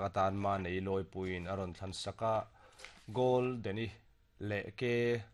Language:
Mizo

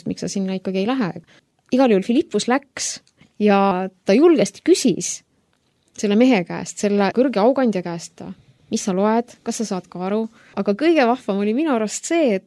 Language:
Estonian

